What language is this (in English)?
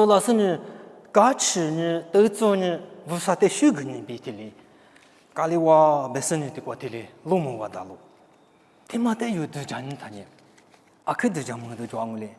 Lisu